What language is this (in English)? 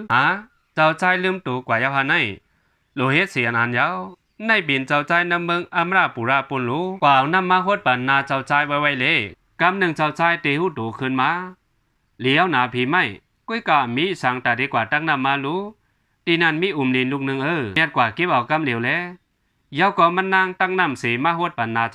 Shan